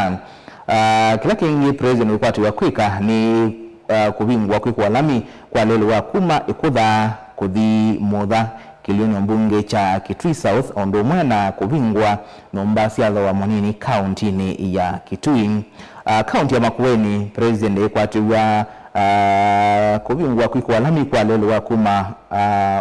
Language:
Kamba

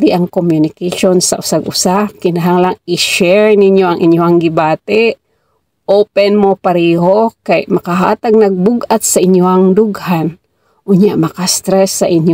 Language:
Cebuano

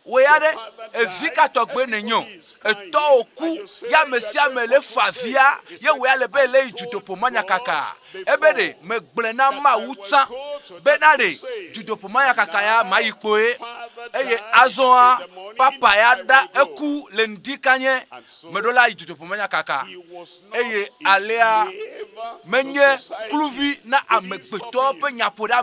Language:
Ewe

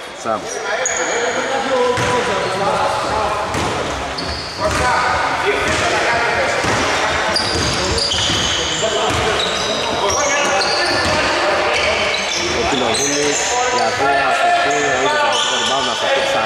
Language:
Greek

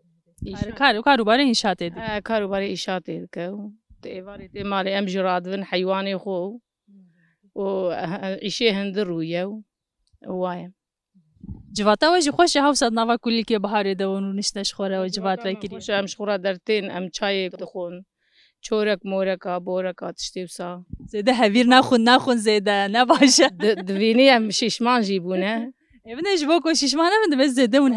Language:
Kurdish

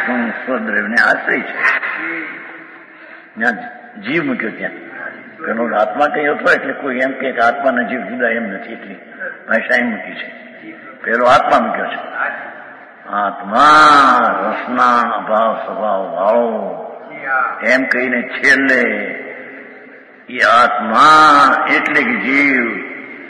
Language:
Gujarati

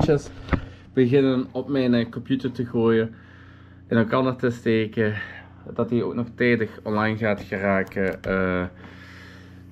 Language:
Dutch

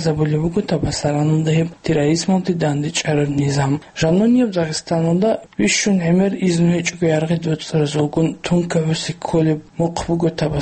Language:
Avaric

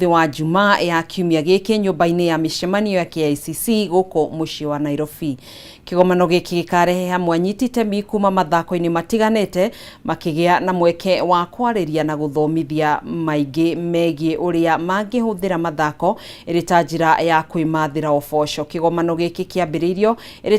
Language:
Kikuyu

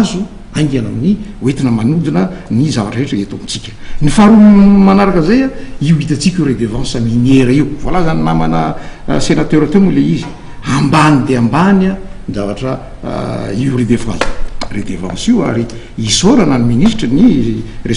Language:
Malagasy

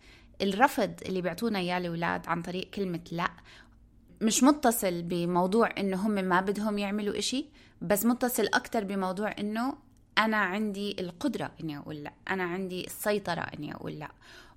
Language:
North Levantine Arabic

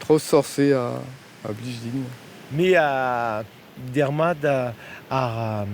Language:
Breton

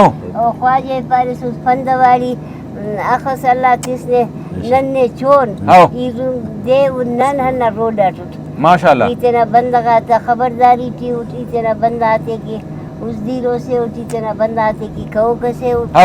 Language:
Brahui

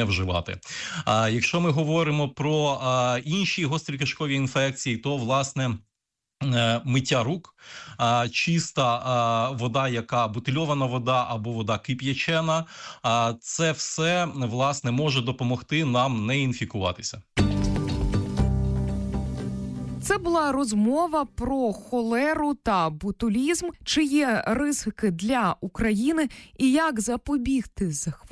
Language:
Ukrainian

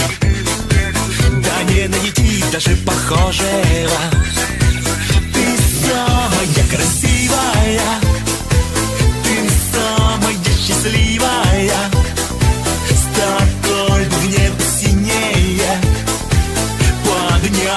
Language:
Russian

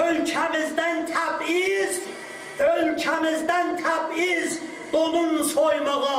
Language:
South Azerbaijani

